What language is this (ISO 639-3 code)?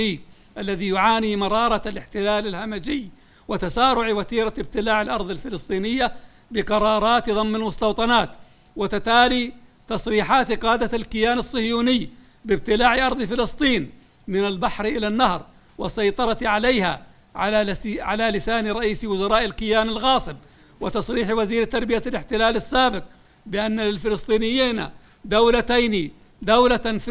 ara